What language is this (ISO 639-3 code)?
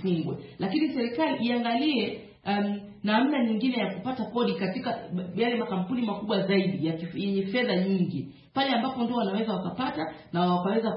swa